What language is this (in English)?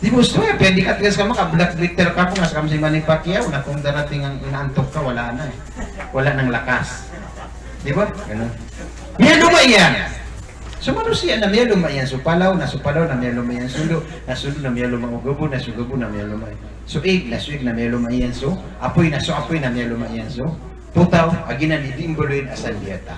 Maranao